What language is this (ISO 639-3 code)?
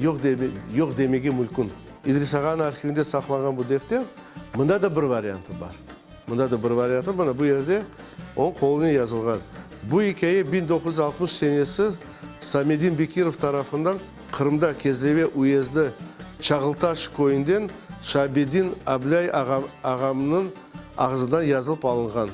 crh